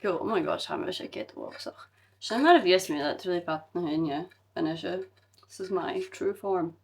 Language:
Scottish Gaelic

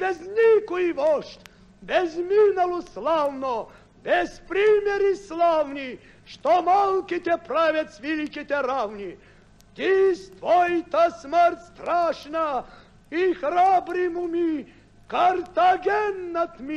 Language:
Bulgarian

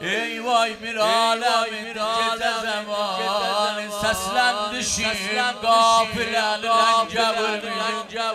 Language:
South Azerbaijani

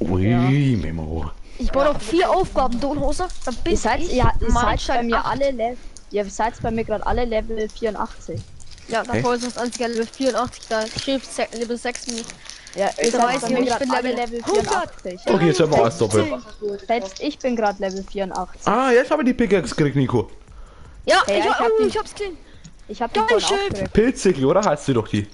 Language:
Bavarian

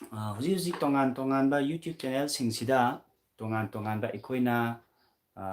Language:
Manipuri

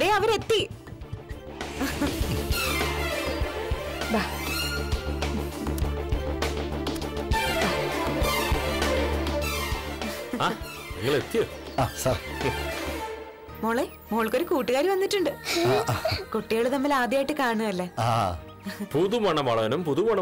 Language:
Malayalam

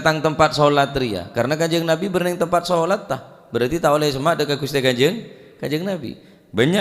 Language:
Madurese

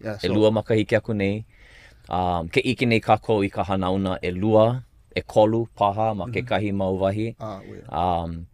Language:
Hawaiian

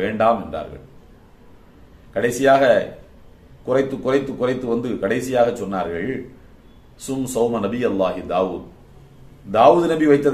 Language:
Tamil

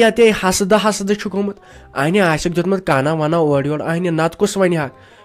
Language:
Kashmiri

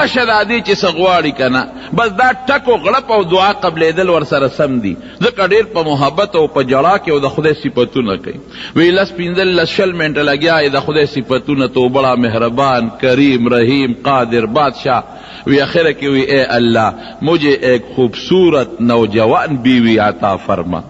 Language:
Pashto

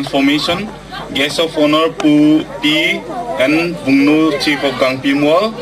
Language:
Gangte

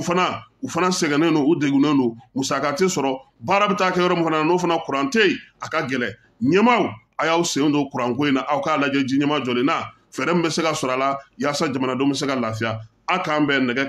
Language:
Bambara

